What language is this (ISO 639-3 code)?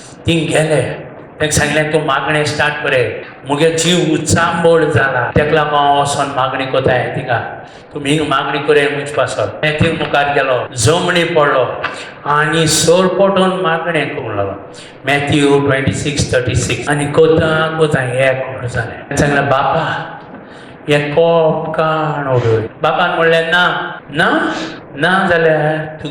kok